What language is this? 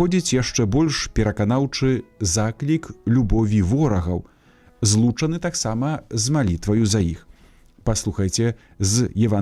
Belarusian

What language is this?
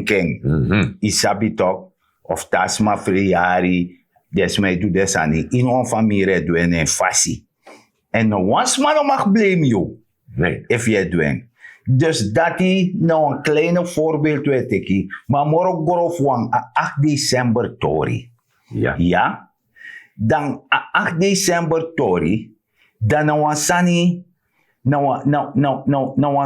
Sranan Tongo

